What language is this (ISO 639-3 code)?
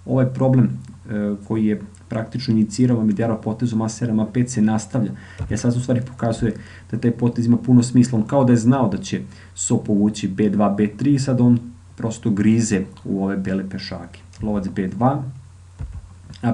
srp